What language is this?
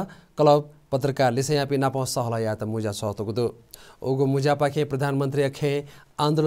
Newari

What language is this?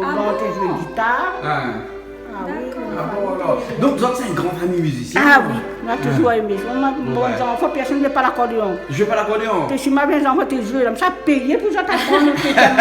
Réunion Creole French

